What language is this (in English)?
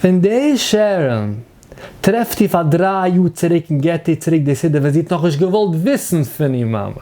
Yiddish